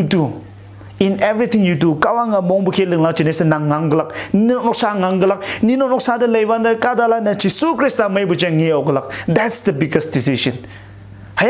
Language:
Konyak Naga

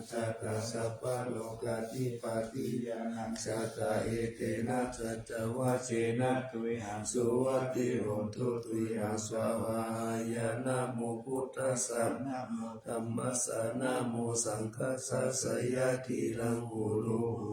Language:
Pali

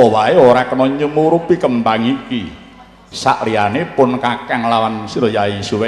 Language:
Javanese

